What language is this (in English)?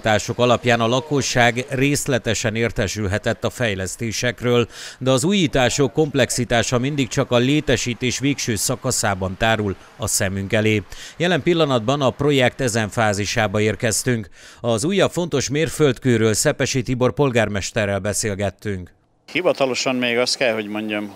Hungarian